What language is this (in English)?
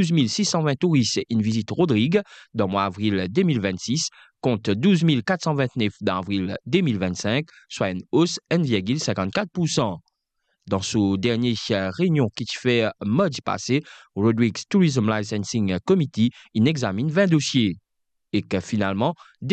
Morisyen